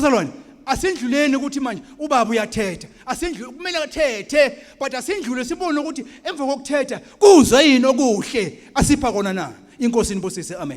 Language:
Zulu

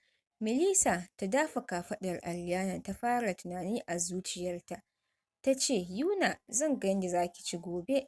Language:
Hausa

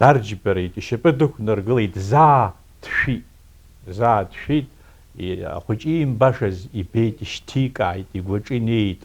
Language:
Abkhazian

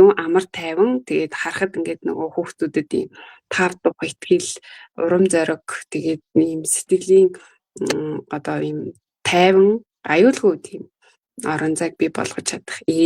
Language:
Mongolian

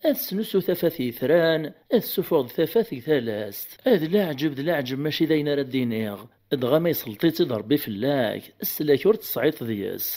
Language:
Kabyle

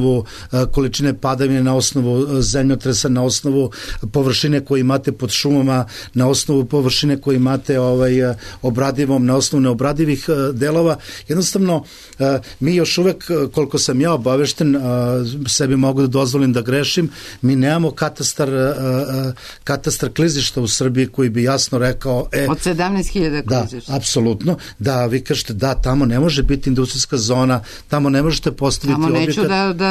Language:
Serbian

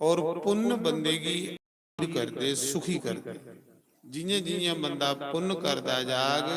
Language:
Dogri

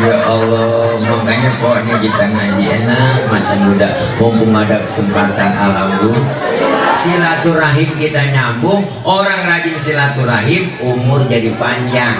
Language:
Betawi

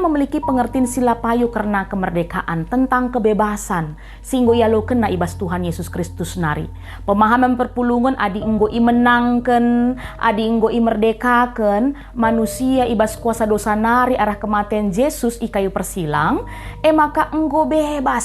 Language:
Batak Karo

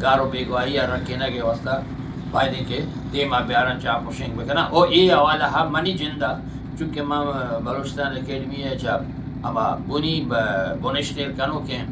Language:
Eastern Balochi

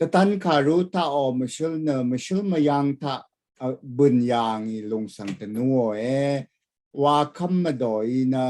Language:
Rawang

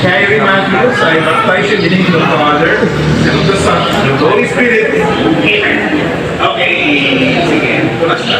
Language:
Pangasinan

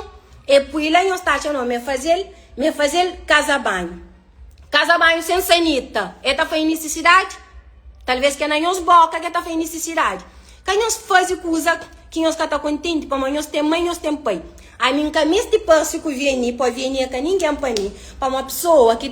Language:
Kabuverdianu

